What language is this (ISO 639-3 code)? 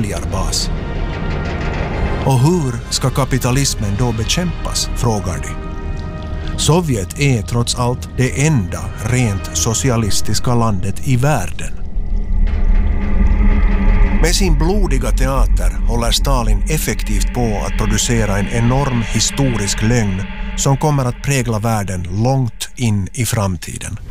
swe